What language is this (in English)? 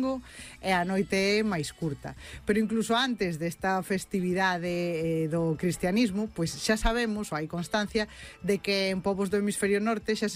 Galician